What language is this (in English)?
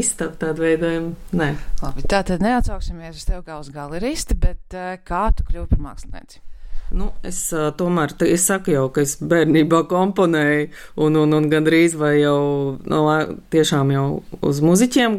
Latvian